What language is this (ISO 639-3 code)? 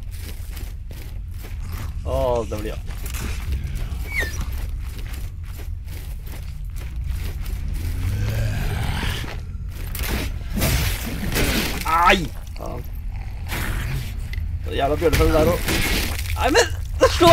nor